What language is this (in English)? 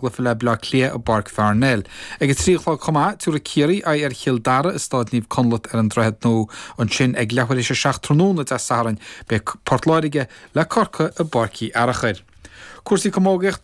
Irish